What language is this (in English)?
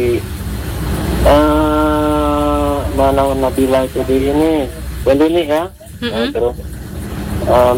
Indonesian